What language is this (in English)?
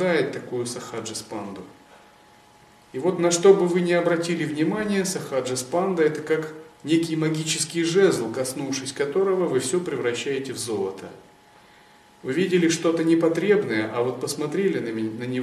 Russian